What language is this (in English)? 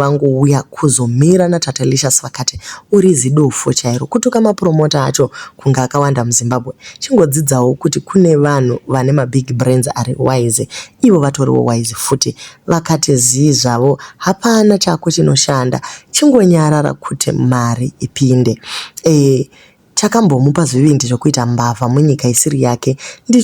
Shona